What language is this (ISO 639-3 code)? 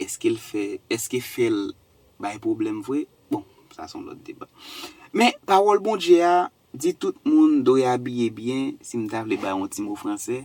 hat